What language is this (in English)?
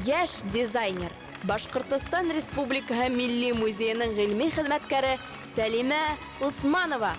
Bashkir